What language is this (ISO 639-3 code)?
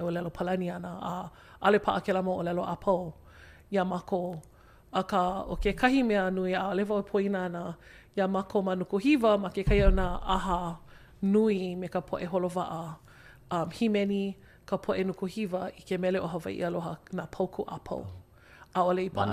haw